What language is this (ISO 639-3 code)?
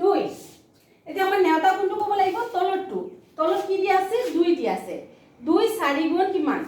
asm